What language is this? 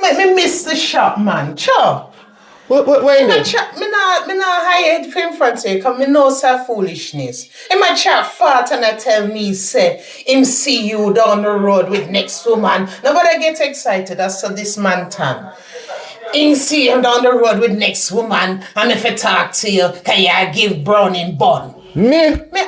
Jamaican Creole English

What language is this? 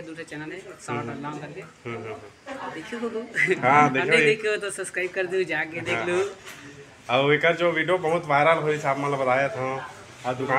Chhattisgarhi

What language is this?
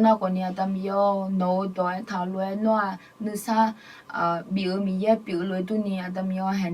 Akha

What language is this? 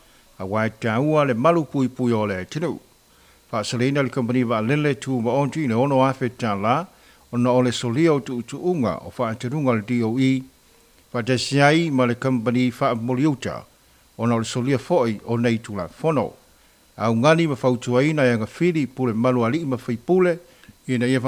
Samoan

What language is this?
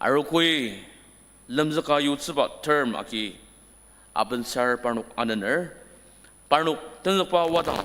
Ao Naga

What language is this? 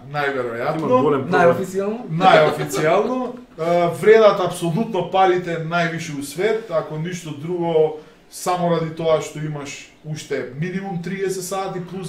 Macedonian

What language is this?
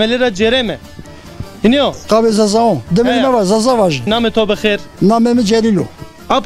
Zaza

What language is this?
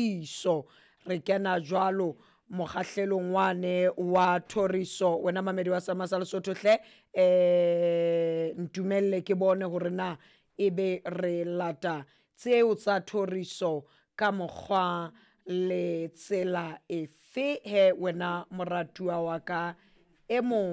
Southern Sotho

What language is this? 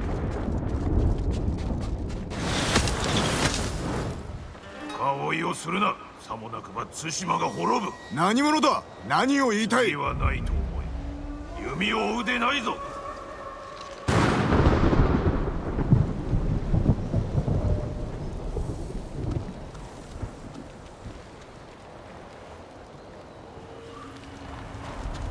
Japanese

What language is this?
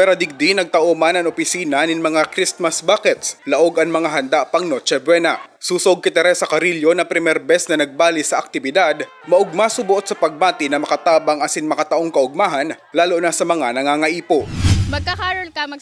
Bikol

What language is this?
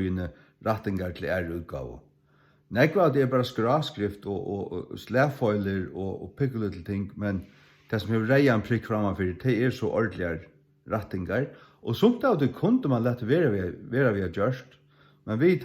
Faroese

